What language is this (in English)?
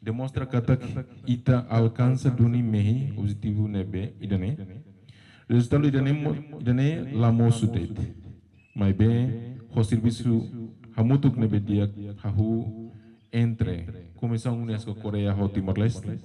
Tetum